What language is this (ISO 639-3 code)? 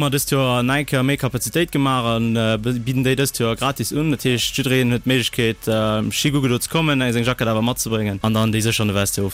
ltz